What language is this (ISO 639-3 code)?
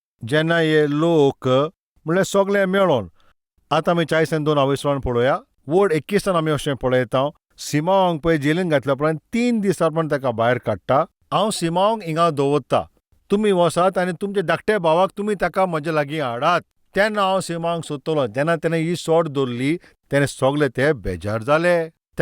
kok